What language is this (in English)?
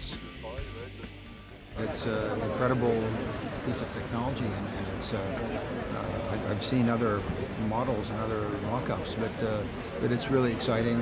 English